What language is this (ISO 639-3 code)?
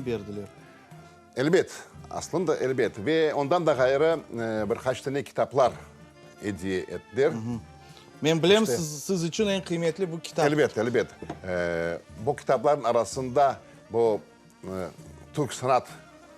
crh